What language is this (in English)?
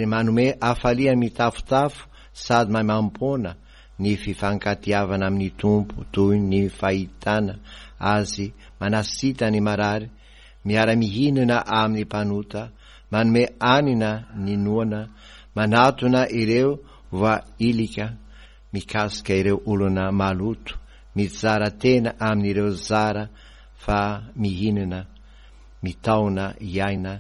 Malagasy